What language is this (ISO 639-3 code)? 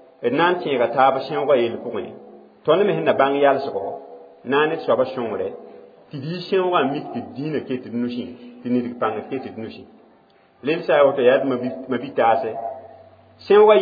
mos